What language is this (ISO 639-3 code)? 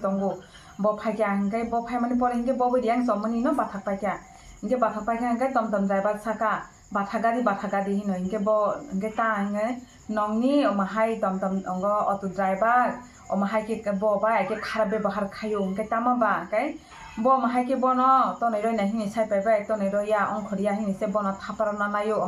trp